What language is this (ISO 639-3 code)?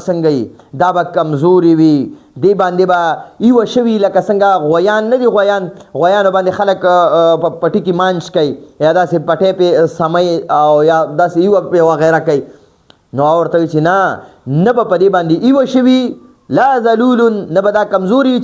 pus